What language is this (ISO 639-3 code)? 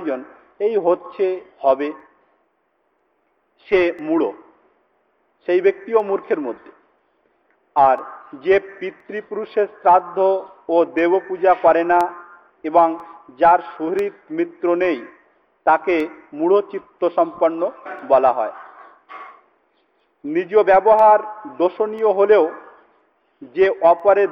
ben